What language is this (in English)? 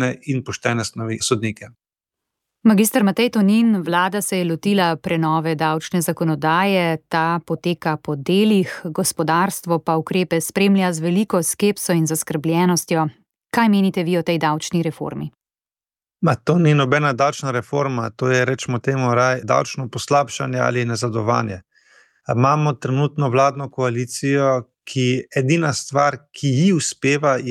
Slovenian